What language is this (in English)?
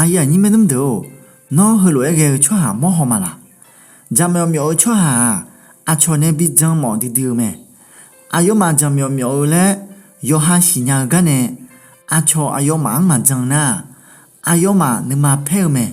Akha